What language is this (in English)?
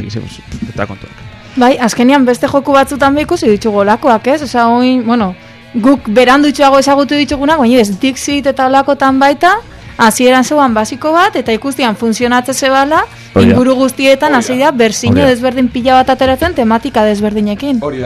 Basque